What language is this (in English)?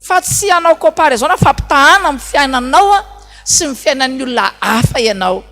Malagasy